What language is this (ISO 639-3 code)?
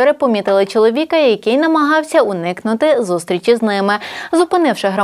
ukr